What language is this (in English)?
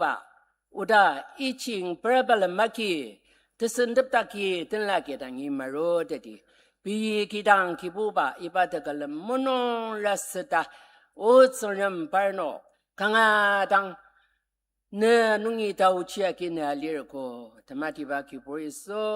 Ao Naga